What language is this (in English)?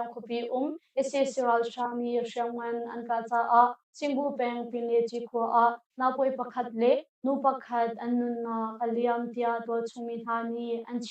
Hakha Chin